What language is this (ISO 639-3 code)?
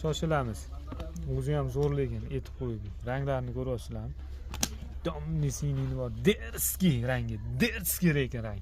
uzb